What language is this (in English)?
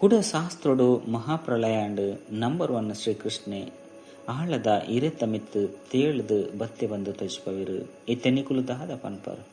Tulu